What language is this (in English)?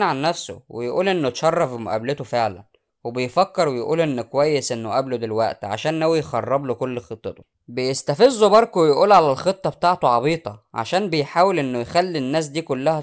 Egyptian Arabic